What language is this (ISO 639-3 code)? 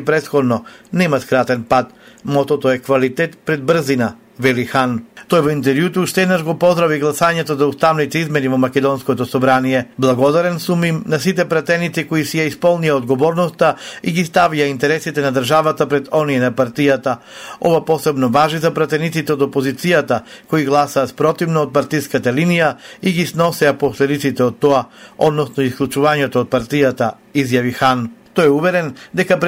mkd